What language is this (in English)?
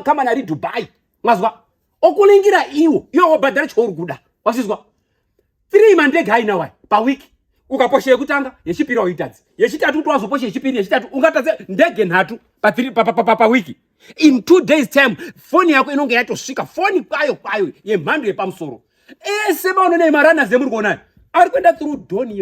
Shona